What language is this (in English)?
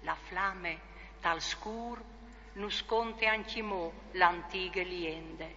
Friulian